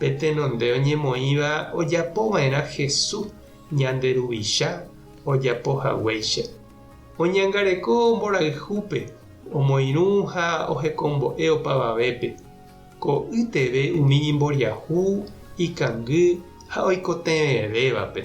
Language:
Guarani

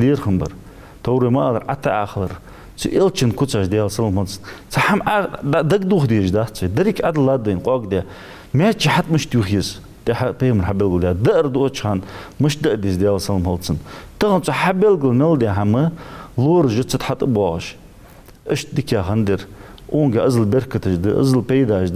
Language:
Ingush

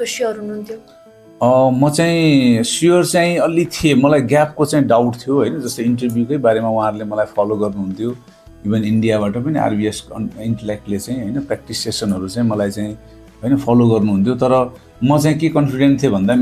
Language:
Nepali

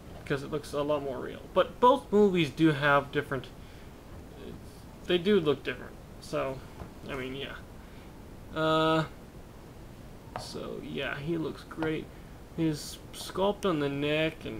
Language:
English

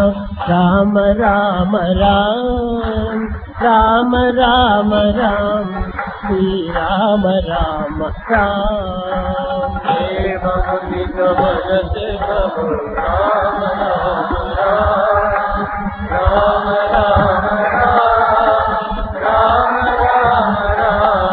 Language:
Telugu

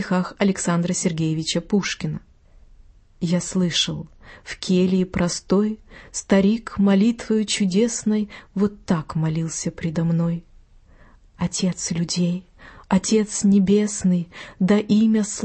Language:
Russian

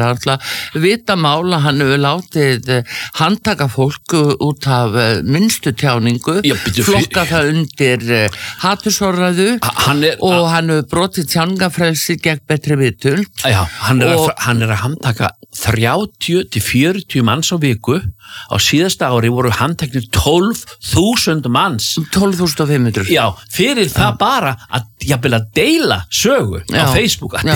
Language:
Icelandic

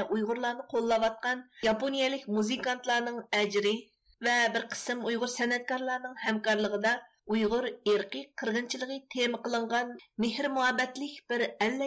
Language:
Uyghur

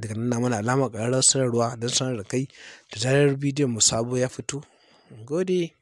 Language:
Hausa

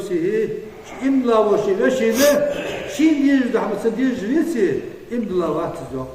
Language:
Ingush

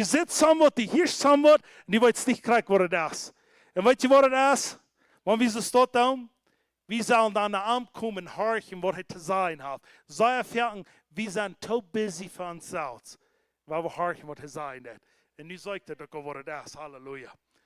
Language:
Plautdietsch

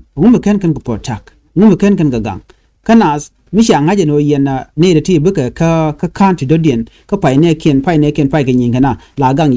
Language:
Nuer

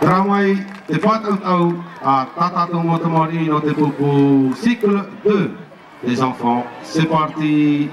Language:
Tahitian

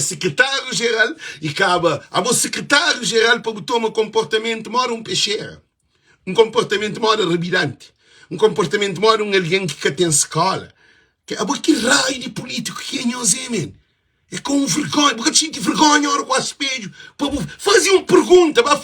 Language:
Kabuverdianu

